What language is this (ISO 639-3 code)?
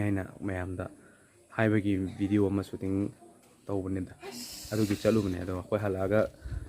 mni